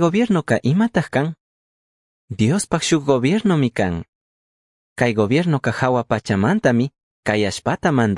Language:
Chimborazo Highland Quichua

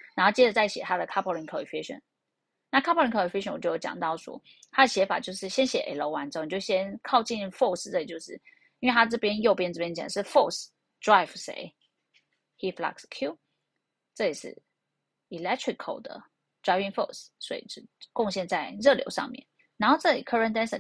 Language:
Chinese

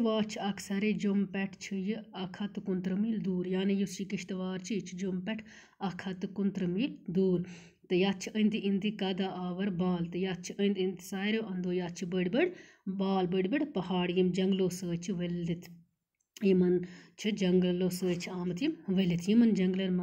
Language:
Kashmiri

